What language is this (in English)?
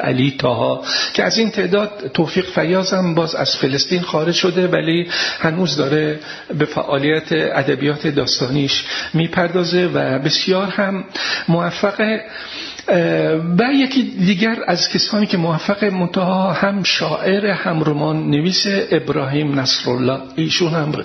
Persian